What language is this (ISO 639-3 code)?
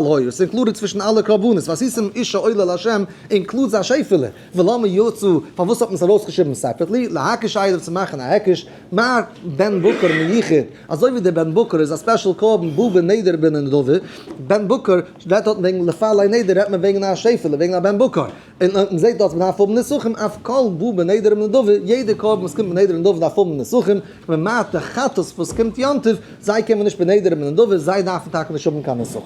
yid